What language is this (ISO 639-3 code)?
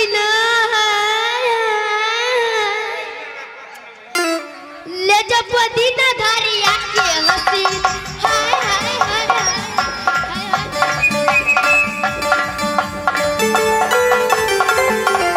bho